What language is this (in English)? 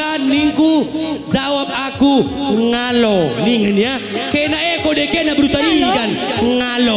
Batak Karo